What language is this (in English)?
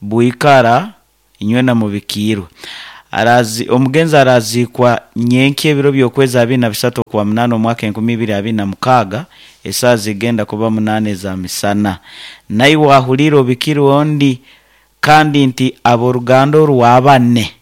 Nyoro